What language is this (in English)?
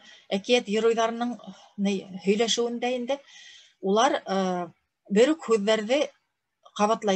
Bashkir